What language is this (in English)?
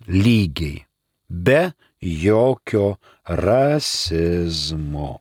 Lithuanian